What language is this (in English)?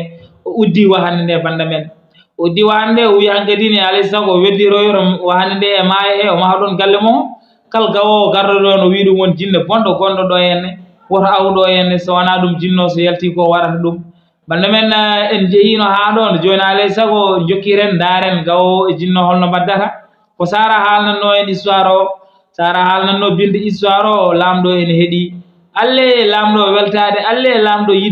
Fula